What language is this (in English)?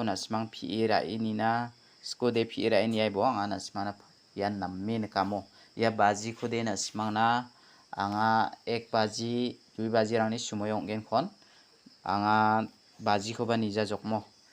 Garo